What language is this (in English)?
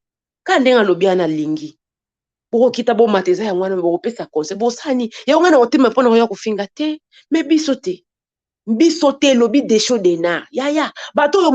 Lingala